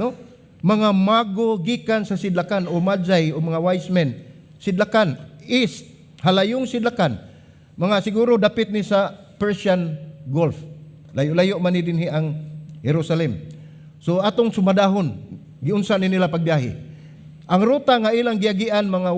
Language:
Cebuano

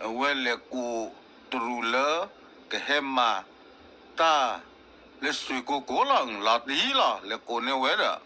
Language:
S'gaw Karen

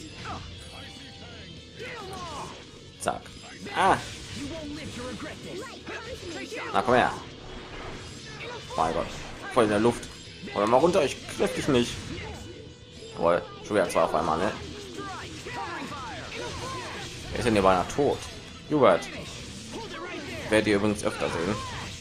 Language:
German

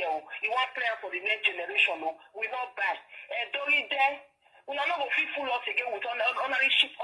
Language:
Nigerian Pidgin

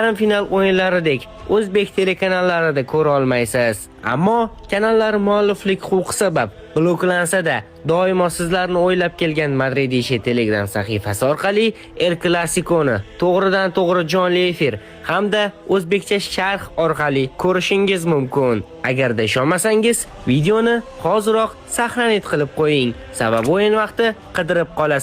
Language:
Uzbek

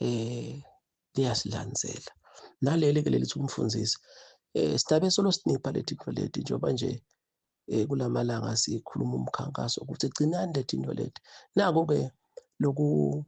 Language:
Zulu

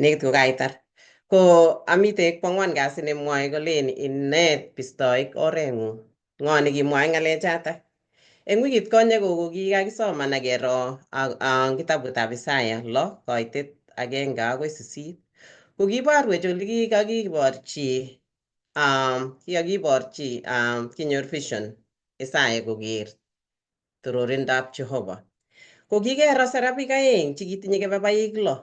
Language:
Kalenjin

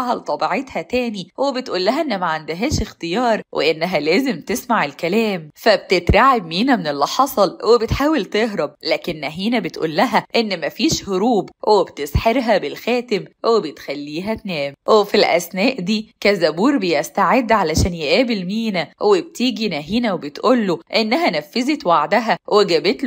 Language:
Egyptian Arabic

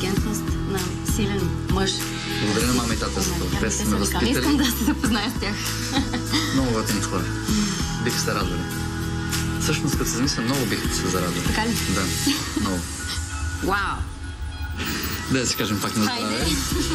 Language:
Bulgarian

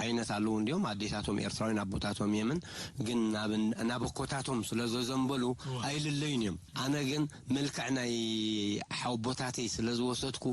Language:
Tigrinya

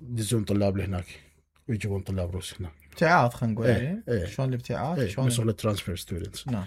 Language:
Mesopotamian Arabic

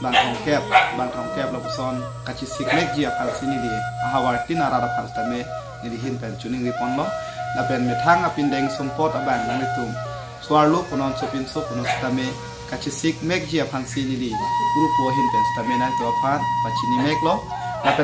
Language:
Karbi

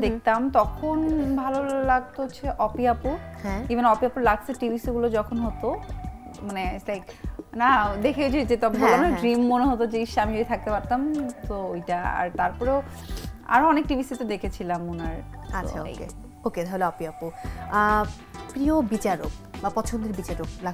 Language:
Bangla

